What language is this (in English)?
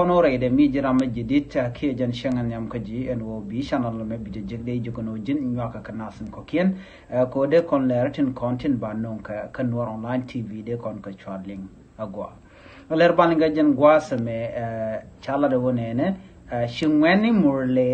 Nuer